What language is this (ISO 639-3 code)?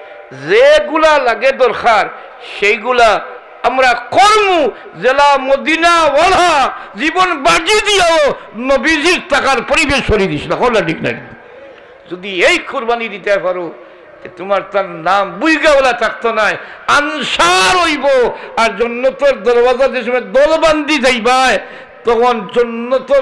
syl